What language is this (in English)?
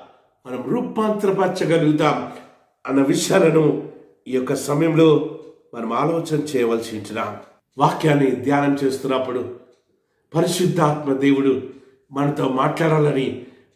Telugu